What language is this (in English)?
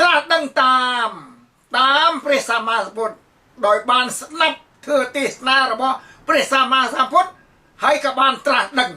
Khmer